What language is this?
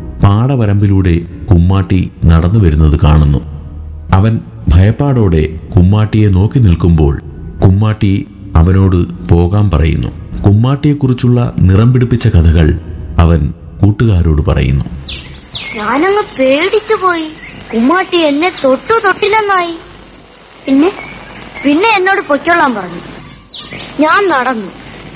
Malayalam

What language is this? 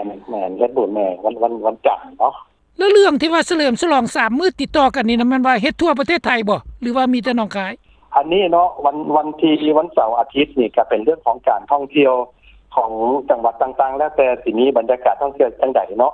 Lao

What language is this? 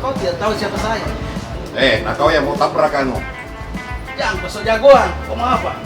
Makassar Malay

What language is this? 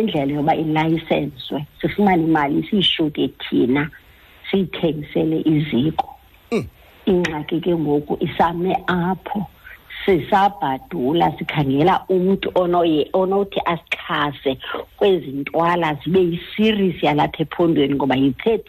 Xhosa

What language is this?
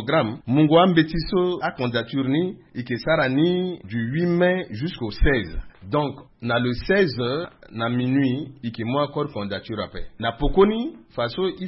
Sango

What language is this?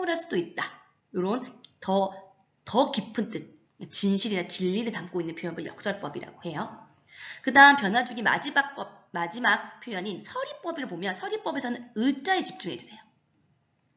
Korean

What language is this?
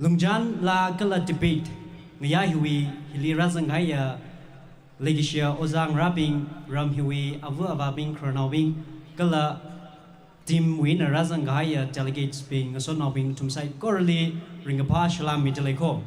Tangkhul Naga (India)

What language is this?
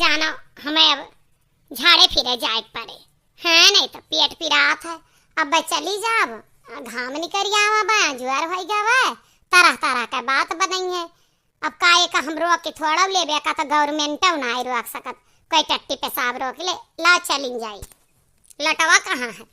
Awadhi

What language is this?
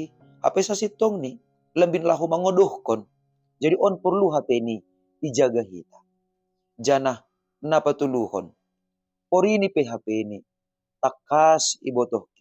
Batak Simalungun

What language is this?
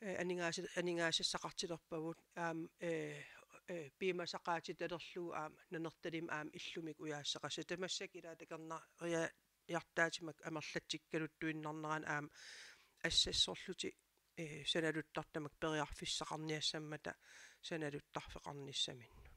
Kalaallisut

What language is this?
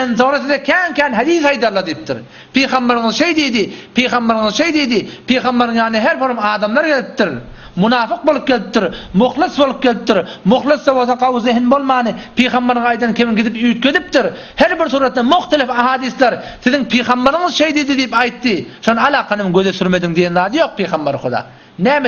Turkmen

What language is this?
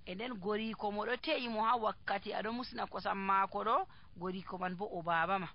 Nigerian Fulfulde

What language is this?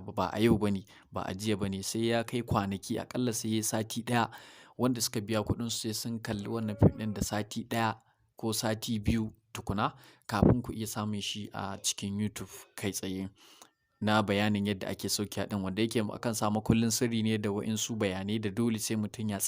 Hausa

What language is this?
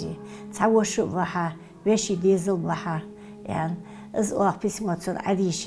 Ingush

